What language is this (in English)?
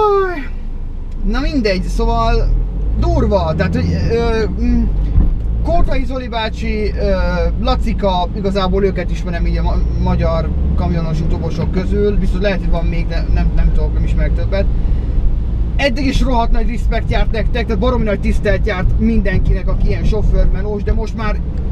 Hungarian